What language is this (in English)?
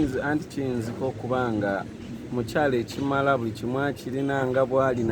Ganda